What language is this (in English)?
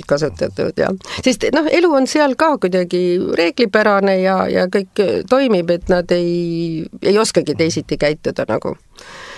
Estonian